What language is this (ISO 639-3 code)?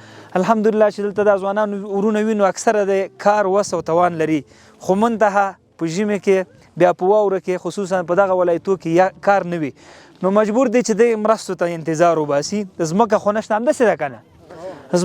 pus